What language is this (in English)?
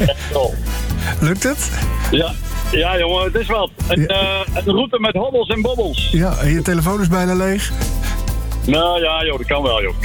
Dutch